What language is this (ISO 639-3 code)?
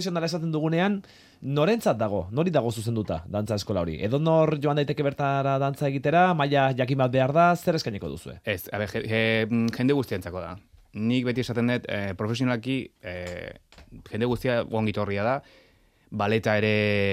eus